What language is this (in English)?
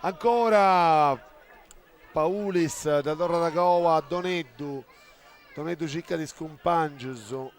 Sardinian